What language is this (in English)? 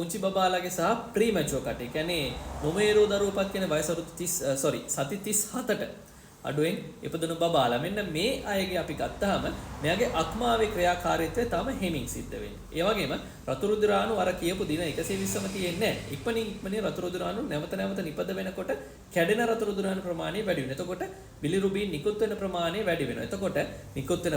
Sinhala